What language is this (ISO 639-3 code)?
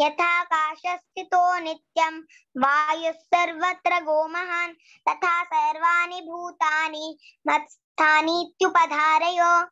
san